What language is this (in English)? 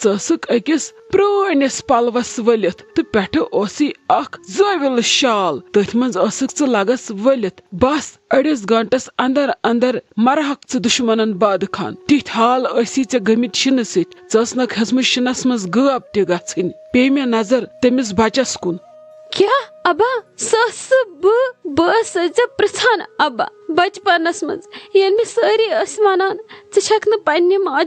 Kashmiri